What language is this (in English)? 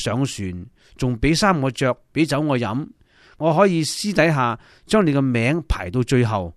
Cantonese